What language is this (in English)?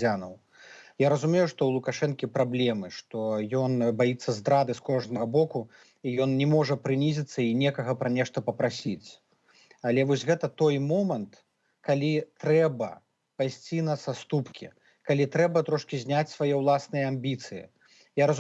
Belarusian